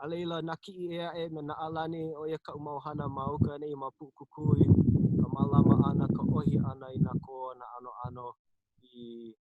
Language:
Hawaiian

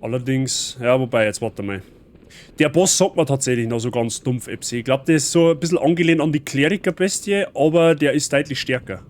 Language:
Bavarian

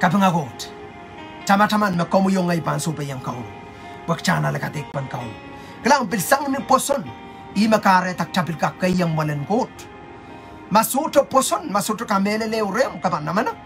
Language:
Pohnpeian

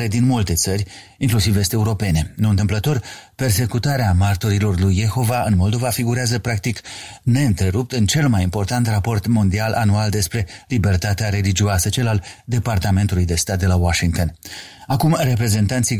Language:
Romanian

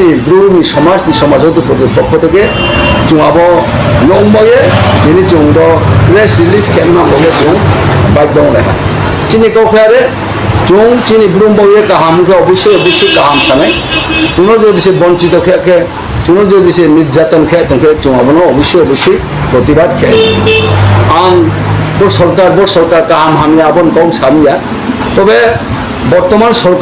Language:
Riang (India)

